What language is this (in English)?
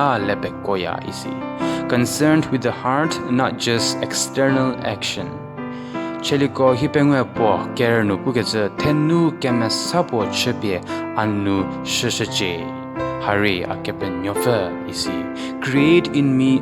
Angami Naga